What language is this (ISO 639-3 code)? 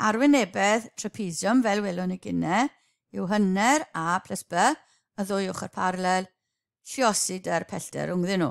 cym